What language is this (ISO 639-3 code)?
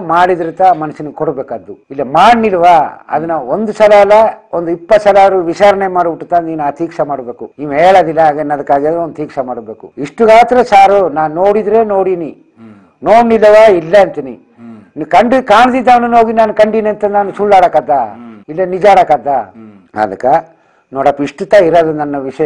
kan